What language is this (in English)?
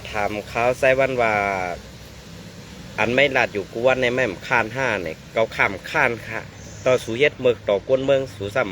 Shan